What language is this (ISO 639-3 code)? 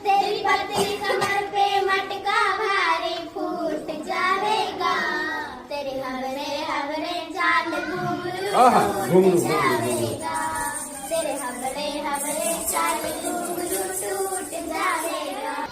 mag